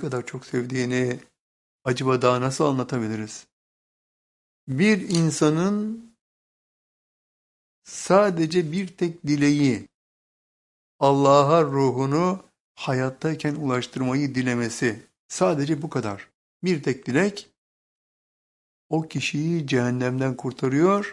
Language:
Turkish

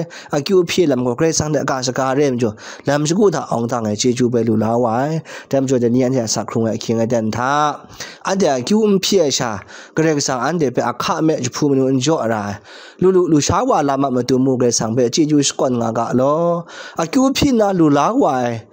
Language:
Kachin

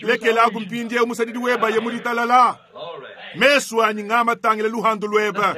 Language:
Luba-Lulua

